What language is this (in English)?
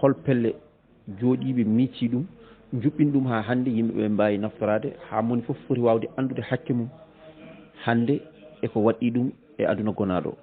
Fula